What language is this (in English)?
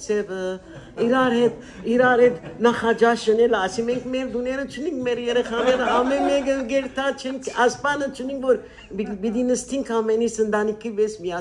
Western Armenian